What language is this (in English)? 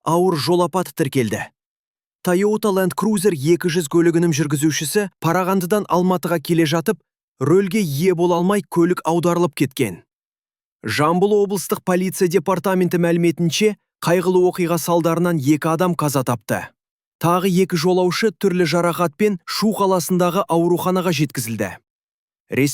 Kazakh